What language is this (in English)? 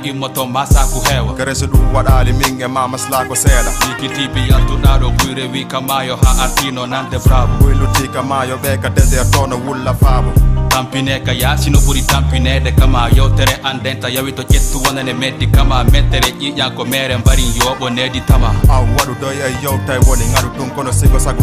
Fula